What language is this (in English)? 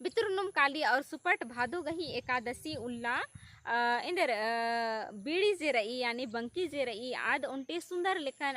Kurukh